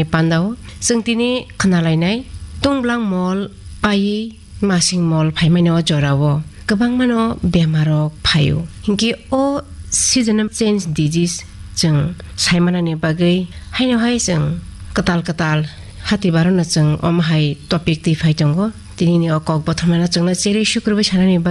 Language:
Kok Borok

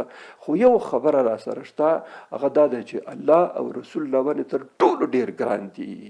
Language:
Pashto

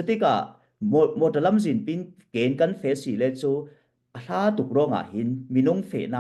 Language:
Falam Chin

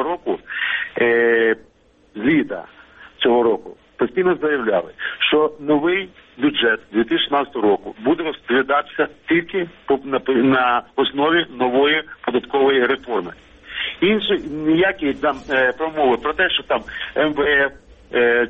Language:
Ukrainian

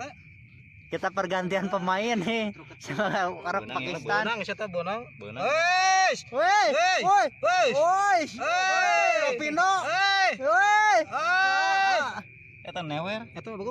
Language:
Sundanese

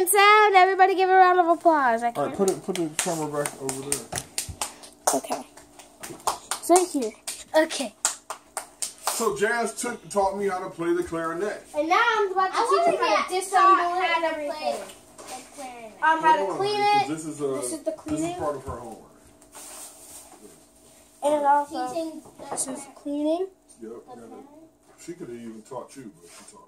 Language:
English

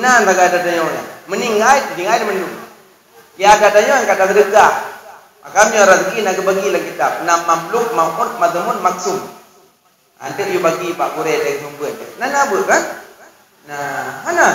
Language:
Achinese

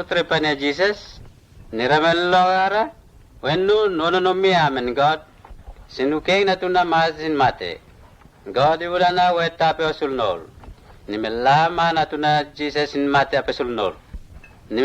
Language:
Mota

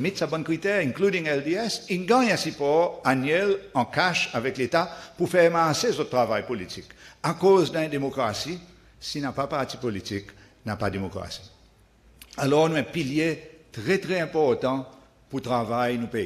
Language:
Seselwa Creole French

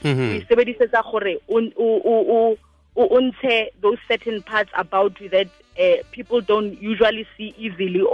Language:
Tswana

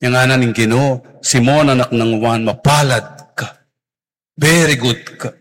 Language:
Pampanga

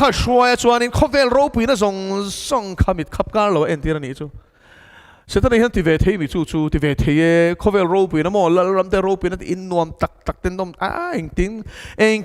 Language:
Mizo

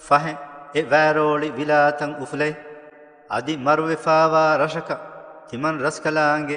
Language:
Divehi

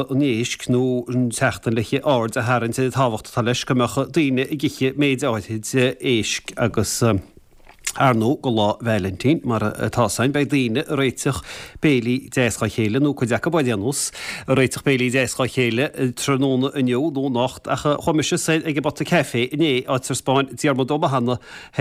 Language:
Irish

